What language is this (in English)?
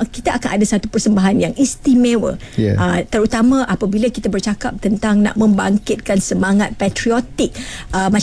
Malay